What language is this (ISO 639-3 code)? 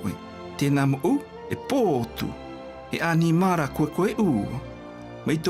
mqm